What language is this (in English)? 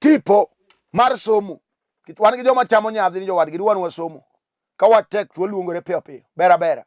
Luo (Kenya and Tanzania)